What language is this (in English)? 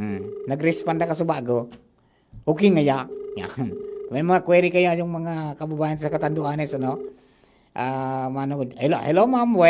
Bikol